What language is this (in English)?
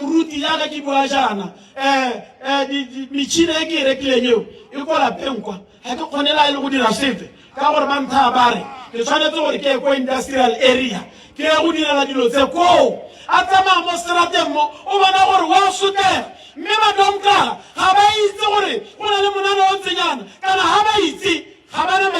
Tswana